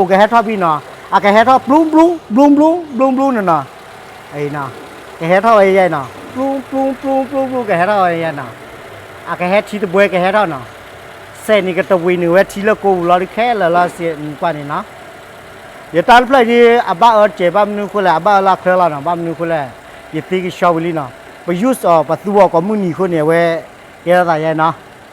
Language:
S'gaw Karen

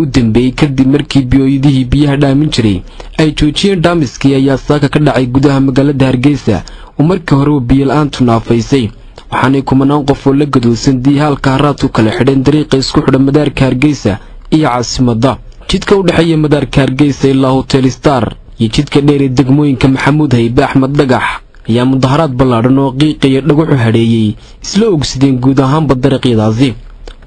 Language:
Somali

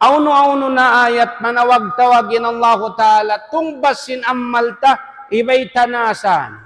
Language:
Tausug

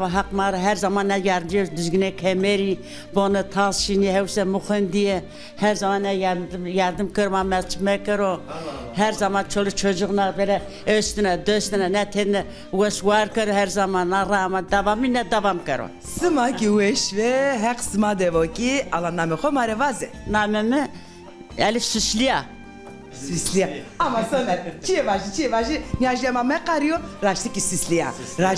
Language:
Zaza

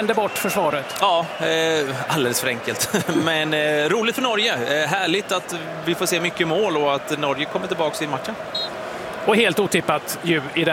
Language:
Swedish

